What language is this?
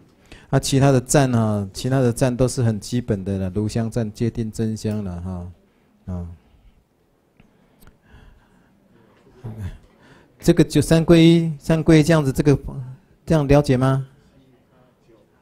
Chinese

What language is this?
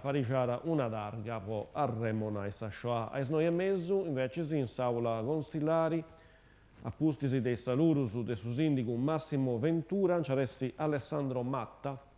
Sardinian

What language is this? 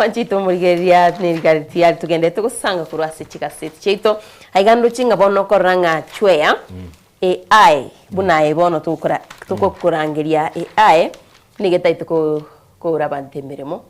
Gusii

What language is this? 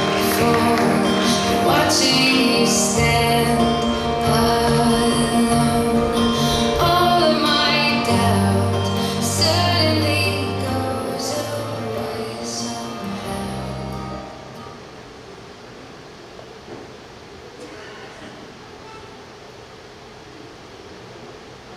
Korean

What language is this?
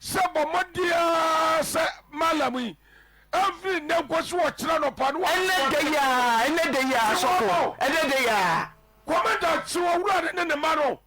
Akan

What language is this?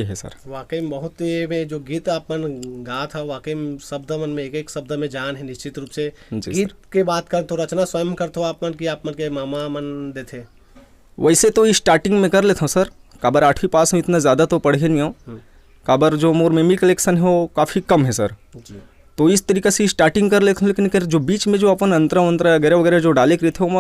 Chhattisgarhi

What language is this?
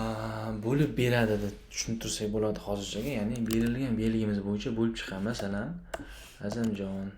Uzbek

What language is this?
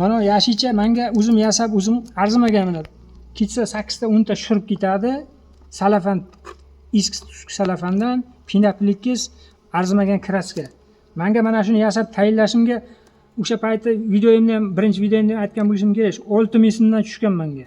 Uzbek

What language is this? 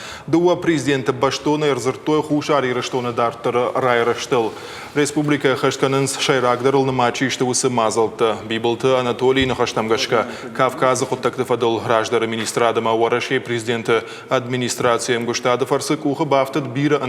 Ossetic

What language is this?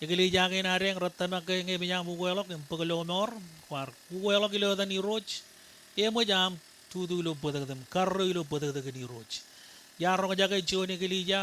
Marshallese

